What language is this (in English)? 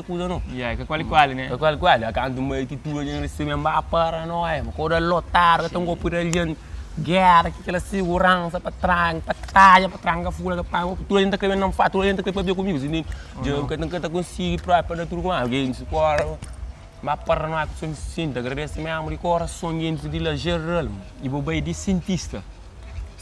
Kabuverdianu